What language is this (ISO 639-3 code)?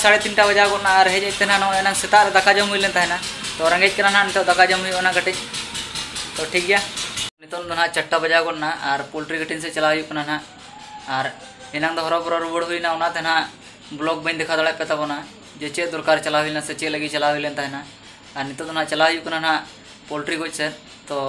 sat